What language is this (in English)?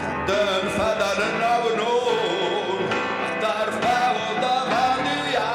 Ossetic